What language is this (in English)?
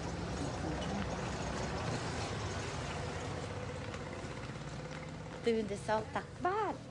Lao